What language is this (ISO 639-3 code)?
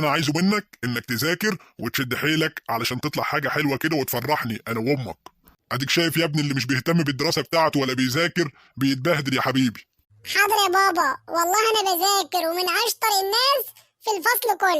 arz